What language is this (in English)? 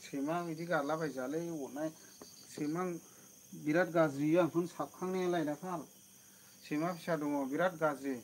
Bodo